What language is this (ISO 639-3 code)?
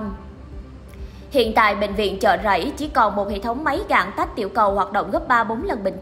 vie